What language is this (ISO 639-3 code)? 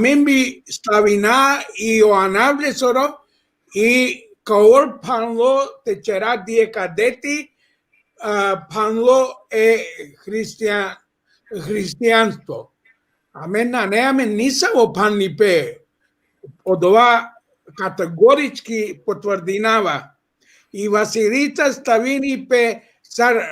rmn